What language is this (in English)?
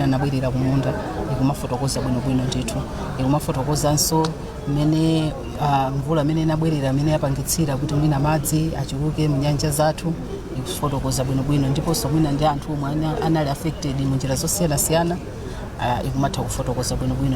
Nyanja